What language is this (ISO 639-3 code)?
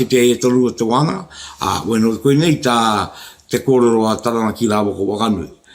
mri